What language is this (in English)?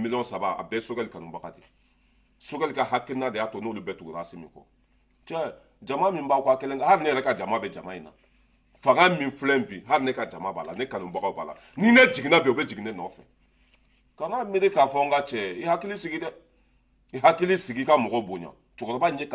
Bambara